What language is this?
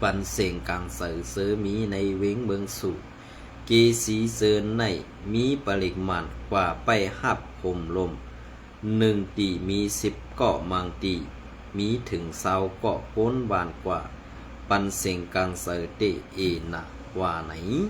Shan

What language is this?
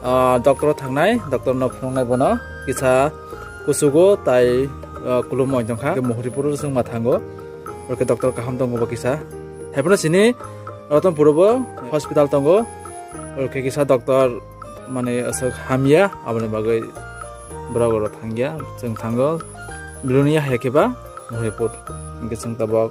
Kok Borok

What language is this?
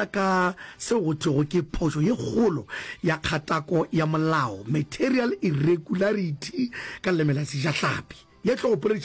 Northern Sotho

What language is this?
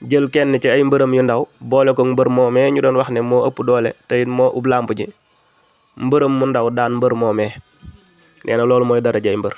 Wolof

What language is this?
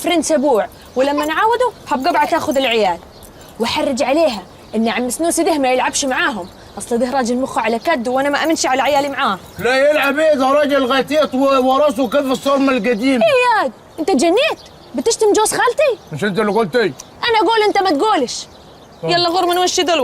Egyptian Arabic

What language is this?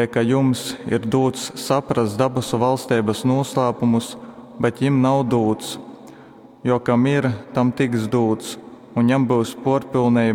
Latgalian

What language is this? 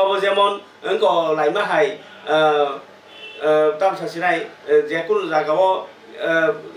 Kok Borok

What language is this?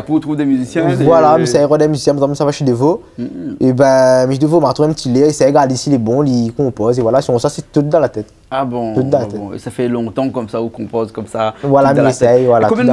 Réunion Creole French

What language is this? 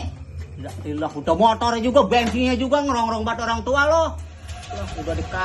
Betawi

